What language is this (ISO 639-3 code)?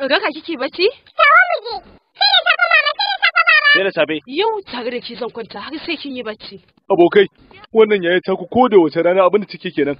hau